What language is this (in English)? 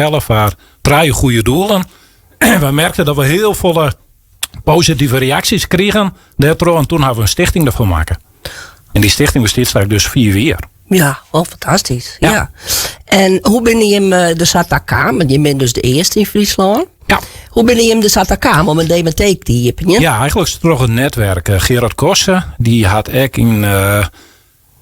Western Frisian